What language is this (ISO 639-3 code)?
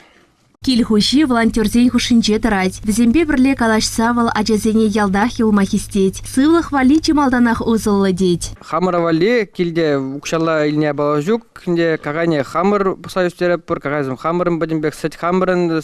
chv